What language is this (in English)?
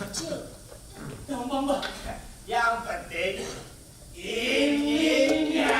Betawi